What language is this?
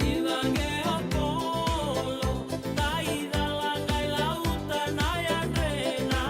Fijian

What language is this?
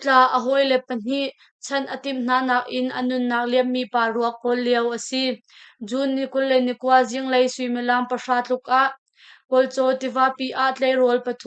Hakha Chin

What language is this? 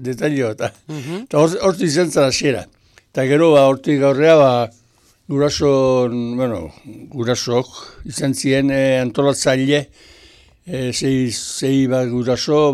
Basque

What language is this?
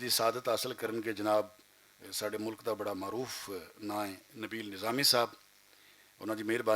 Western Panjabi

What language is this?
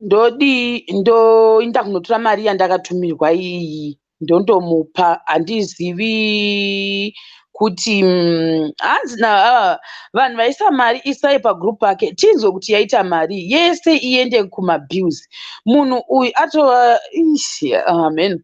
Shona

